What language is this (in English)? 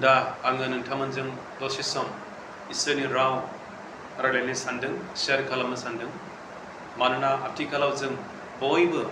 Bodo